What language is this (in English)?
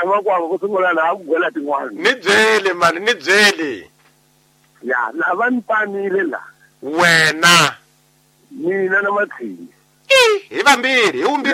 Tsonga